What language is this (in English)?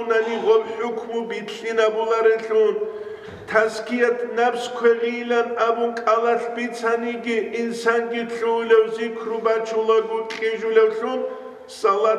Avaric